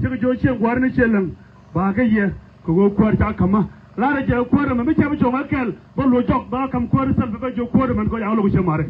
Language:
Nuer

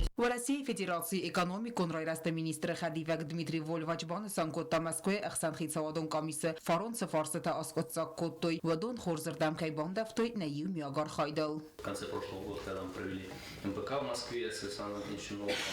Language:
Ossetic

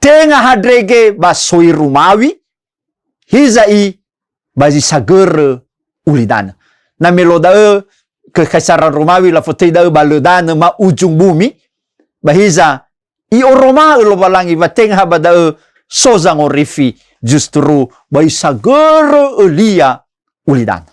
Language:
Nias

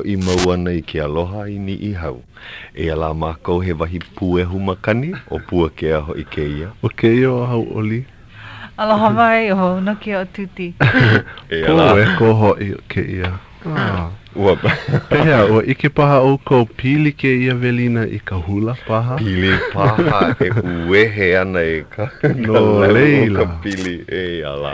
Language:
Hawaiian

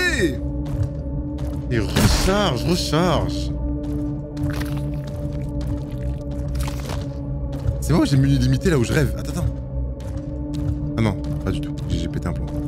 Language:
French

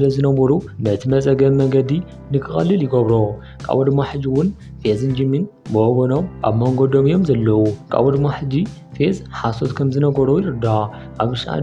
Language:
Tigrinya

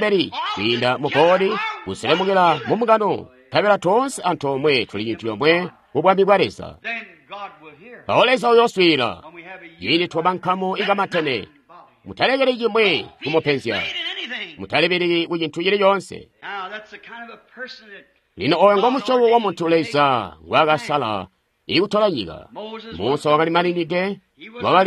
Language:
Tonga (Zambia)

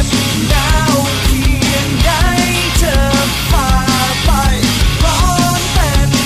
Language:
Thai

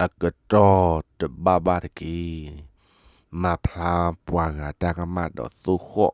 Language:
S'gaw Karen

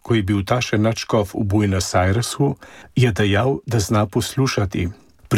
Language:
Slovenian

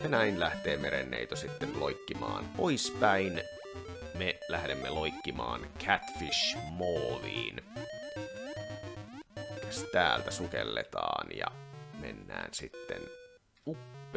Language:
Finnish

